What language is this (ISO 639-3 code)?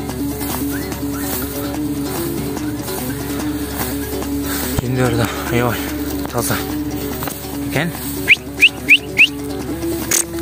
kir